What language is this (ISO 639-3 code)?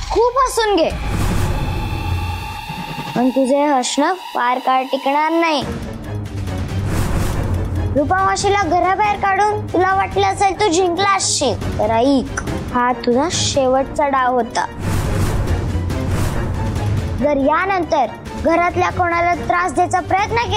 mar